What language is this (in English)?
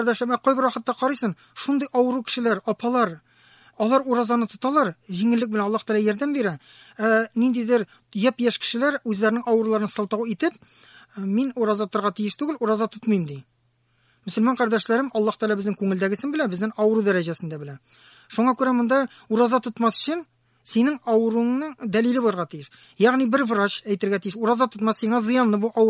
Tatar